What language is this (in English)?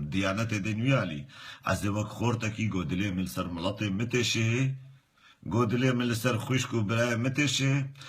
Kurdish